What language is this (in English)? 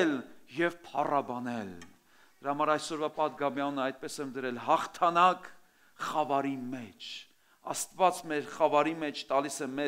Armenian